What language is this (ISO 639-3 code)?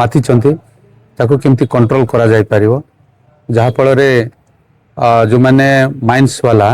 ori